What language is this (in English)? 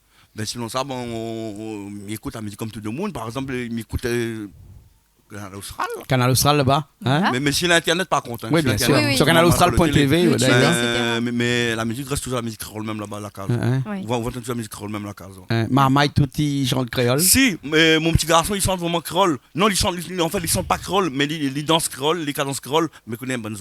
Réunion Creole French